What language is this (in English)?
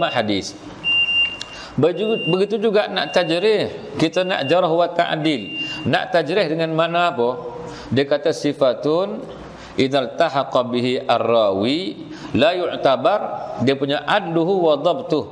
Malay